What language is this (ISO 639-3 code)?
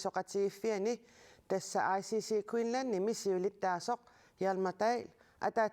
kal